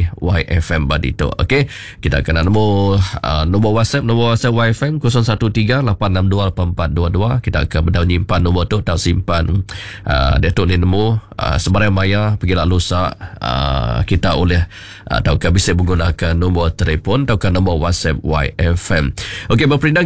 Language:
Iban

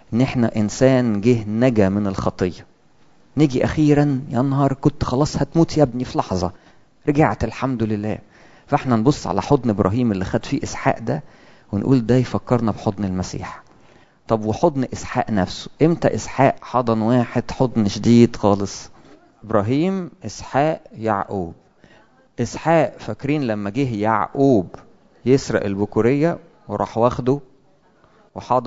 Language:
Egyptian Arabic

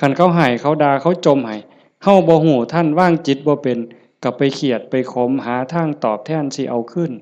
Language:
Northeastern Thai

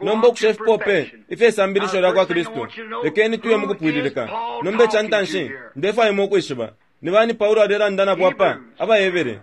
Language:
Bemba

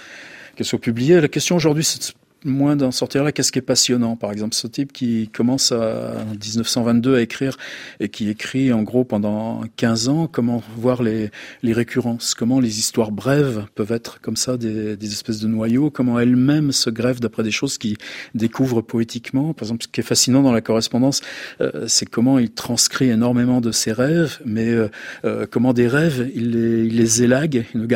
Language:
French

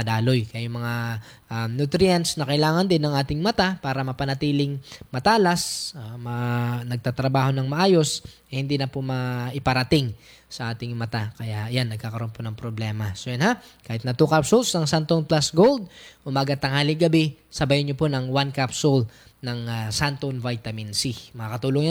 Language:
Filipino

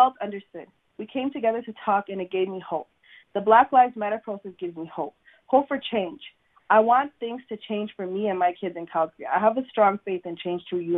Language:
English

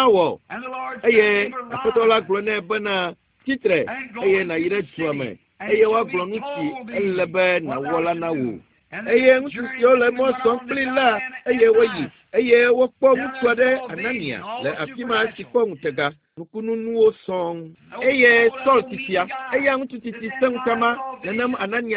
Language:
Ewe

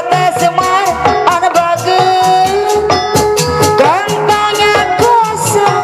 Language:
Betawi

